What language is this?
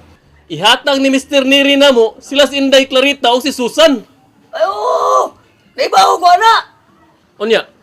Cebuano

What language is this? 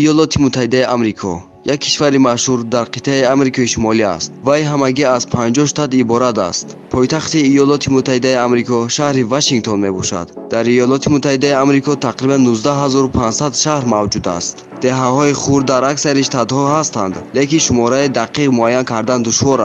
Tajik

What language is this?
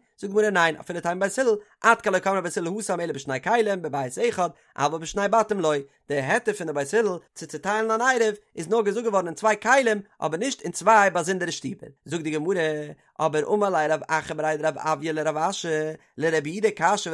Yiddish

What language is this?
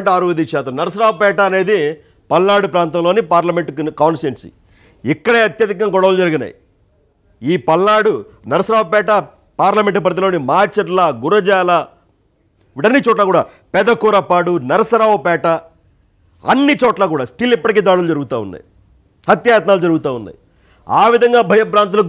Telugu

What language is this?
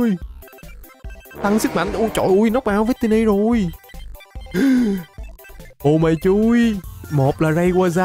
Vietnamese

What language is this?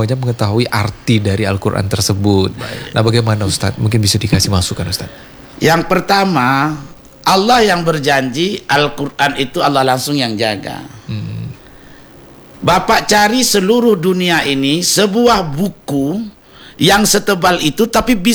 Indonesian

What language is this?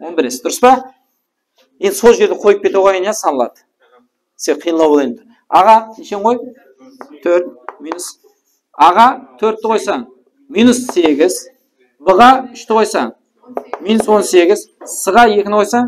Kara-Kalpak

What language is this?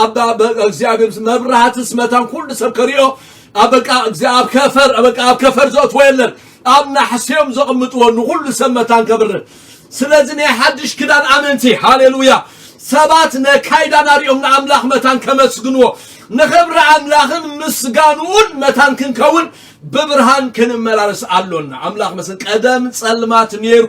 Tigrinya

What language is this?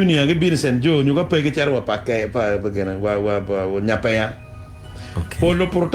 Acoli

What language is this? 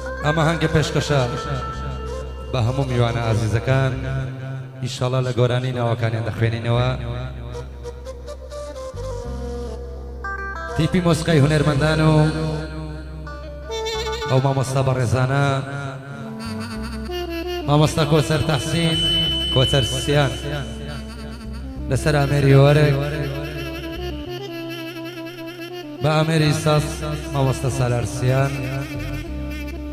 Central Kurdish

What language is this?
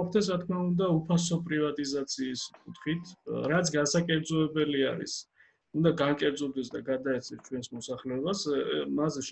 Georgian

